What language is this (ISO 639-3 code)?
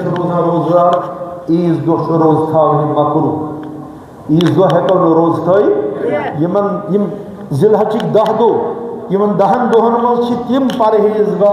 kas